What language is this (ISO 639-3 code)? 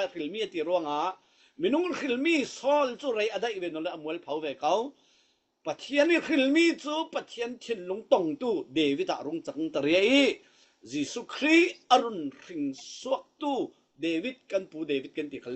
cfm